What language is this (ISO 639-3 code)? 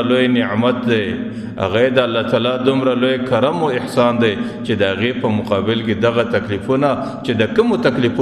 pus